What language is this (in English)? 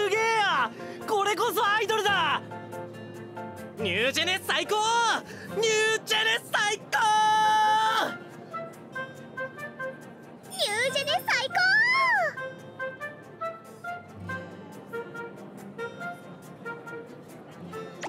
Japanese